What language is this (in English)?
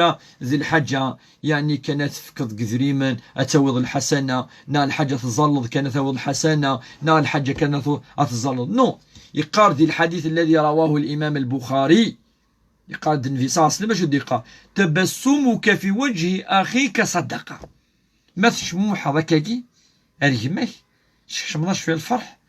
Kabyle